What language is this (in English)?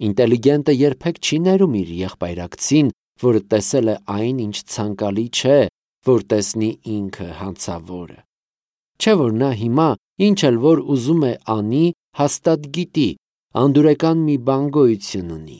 Armenian